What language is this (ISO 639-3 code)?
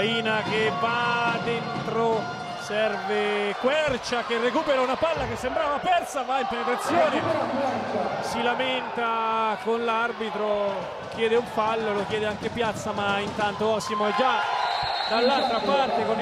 ita